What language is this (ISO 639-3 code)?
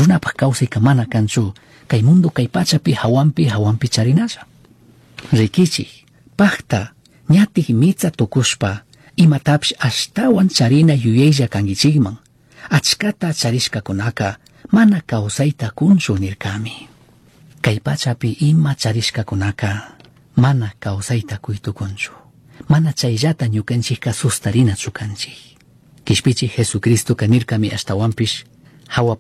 qug